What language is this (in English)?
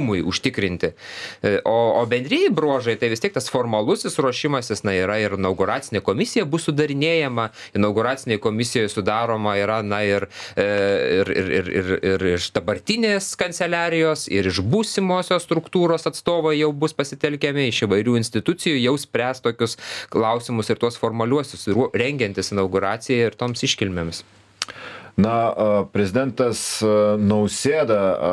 Lithuanian